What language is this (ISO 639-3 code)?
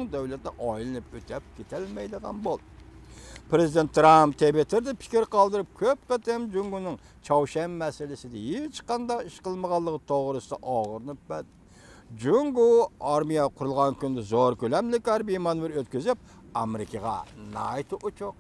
uig